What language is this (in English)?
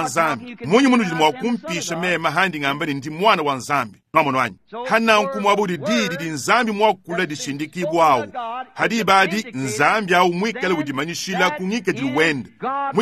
Luba-Lulua